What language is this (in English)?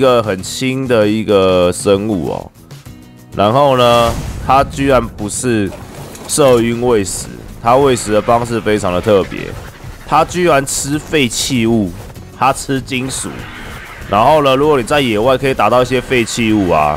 Chinese